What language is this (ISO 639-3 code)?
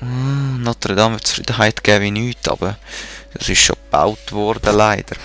gsw